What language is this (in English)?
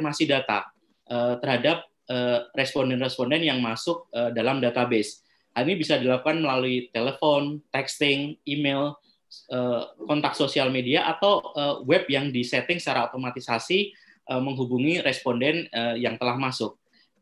Indonesian